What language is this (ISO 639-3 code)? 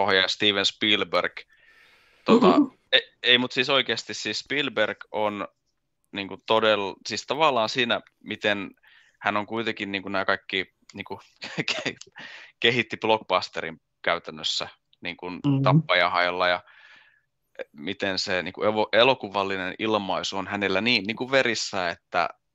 fin